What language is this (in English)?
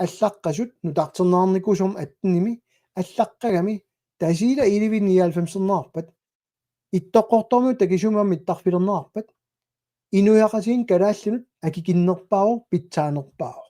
Kalaallisut